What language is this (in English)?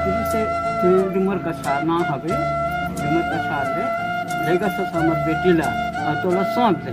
Chhattisgarhi